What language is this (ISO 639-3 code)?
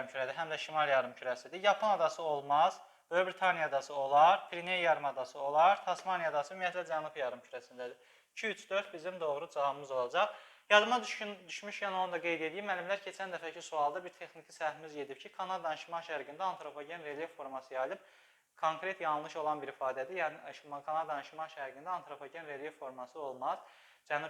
aze